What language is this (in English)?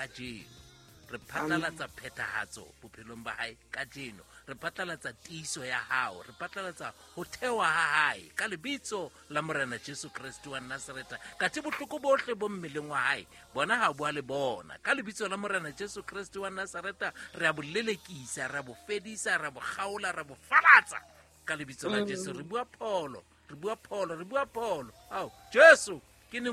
Southern Sotho